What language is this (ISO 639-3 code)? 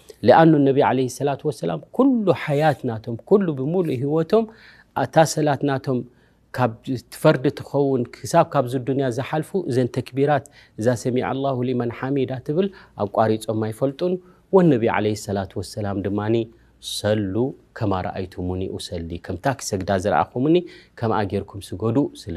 tir